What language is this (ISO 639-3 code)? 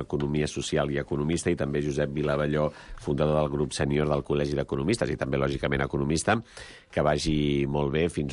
cat